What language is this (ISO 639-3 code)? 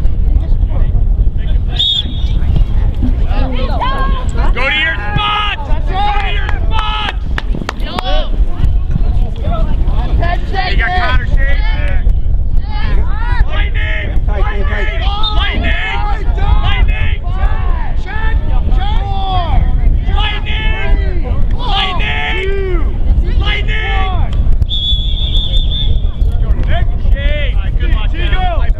eng